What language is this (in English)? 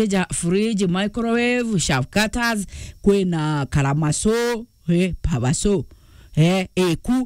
Meru